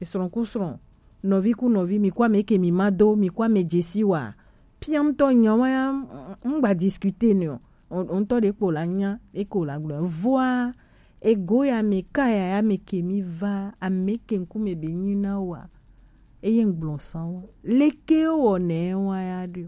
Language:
Gen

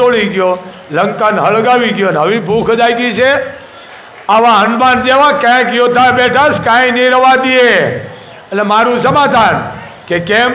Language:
Gujarati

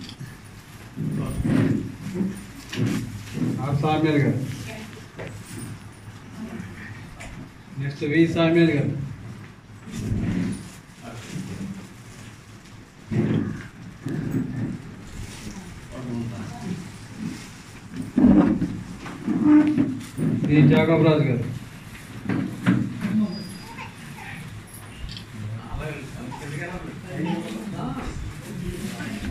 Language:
Telugu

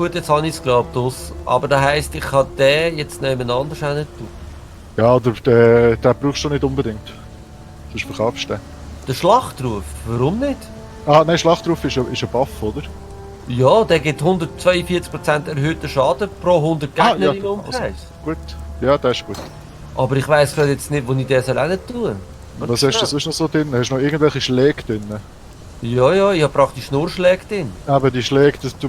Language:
Swiss German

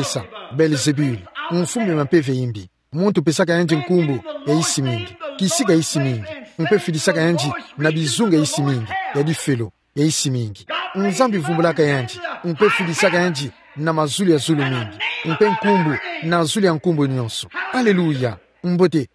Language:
Kituba (Democratic Republic of Congo)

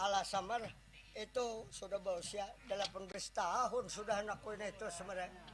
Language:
Banjar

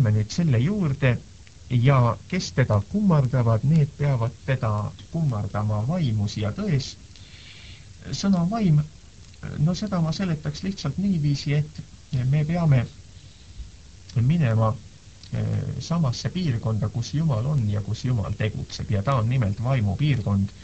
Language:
Estonian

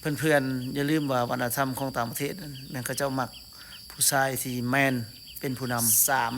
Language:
Lao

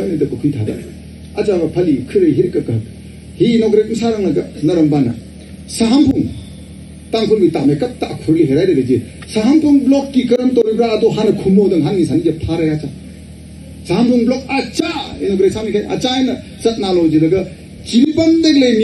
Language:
Tangkhul Naga (India)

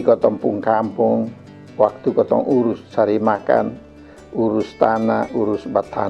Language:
Kupang Malay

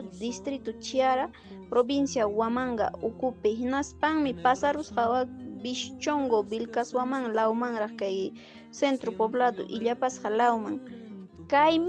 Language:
Ayacucho Quechua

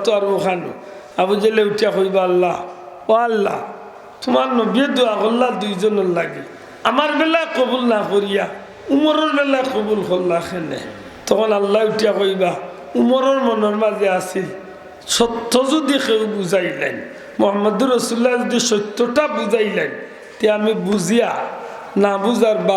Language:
Sylheti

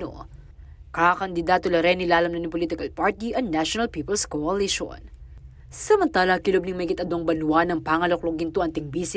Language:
Pampanga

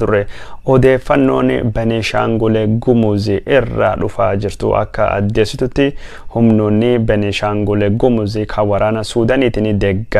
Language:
Oromo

